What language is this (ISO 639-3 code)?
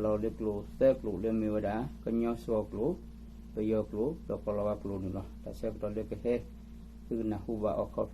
ksw